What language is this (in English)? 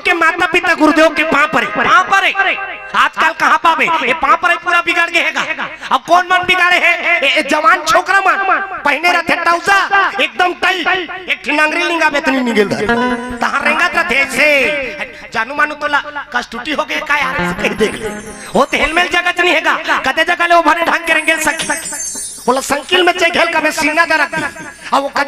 Chhattisgarhi